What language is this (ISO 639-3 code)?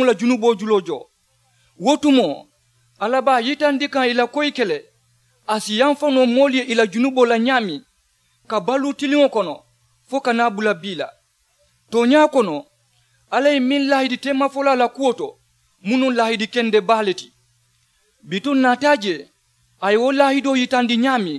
man